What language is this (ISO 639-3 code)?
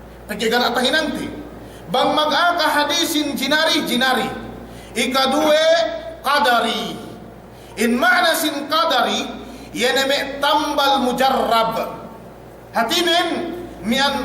yka